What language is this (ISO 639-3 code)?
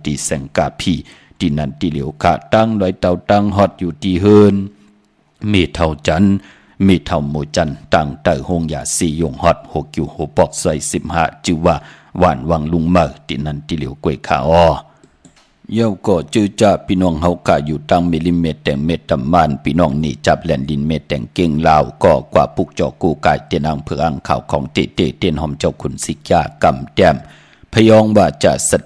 shn